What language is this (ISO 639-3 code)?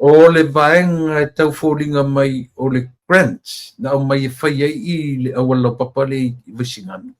smo